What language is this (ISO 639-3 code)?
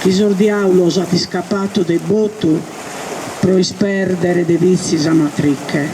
srd